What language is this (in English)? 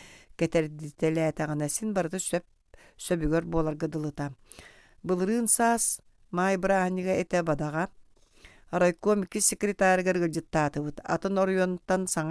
Yakut